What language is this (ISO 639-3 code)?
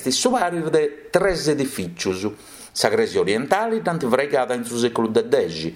srd